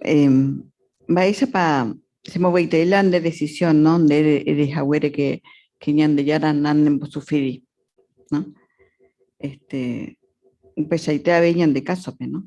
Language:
Guarani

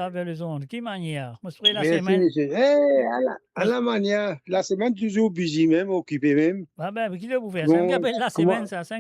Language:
Morisyen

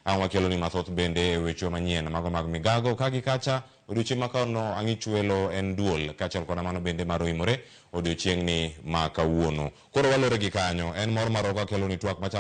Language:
Luo (Kenya and Tanzania)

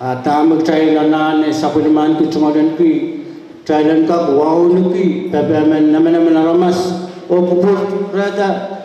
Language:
Pohnpeian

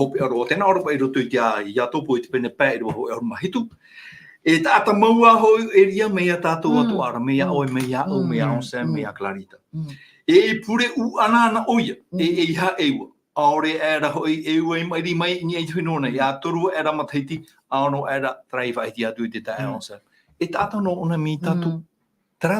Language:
Tahitian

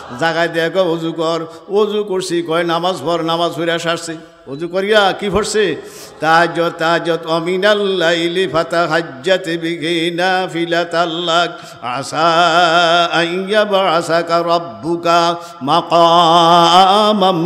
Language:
Bangla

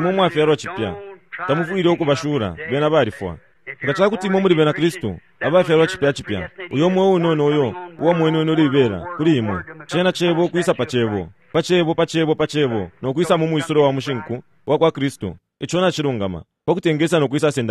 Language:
Bemba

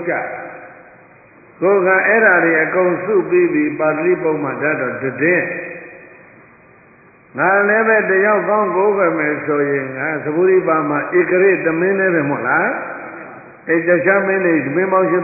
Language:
Burmese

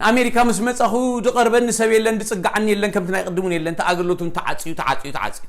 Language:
Tigrinya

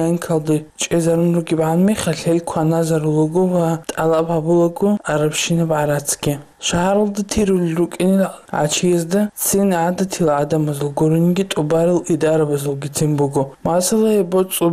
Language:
Avaric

